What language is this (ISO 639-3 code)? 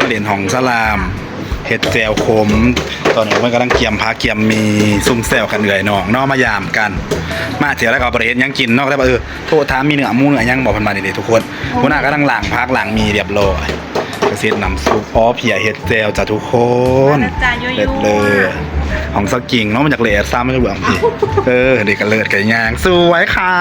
tts